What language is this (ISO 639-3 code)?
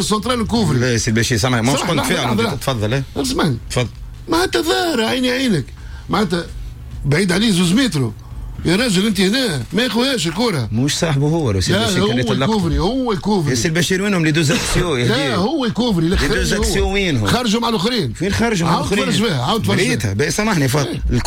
aeb